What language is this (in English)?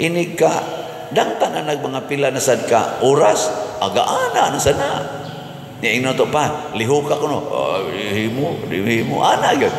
Cebuano